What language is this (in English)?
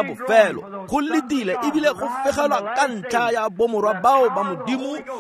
Tswana